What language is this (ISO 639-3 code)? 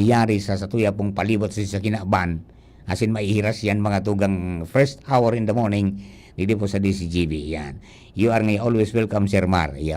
bik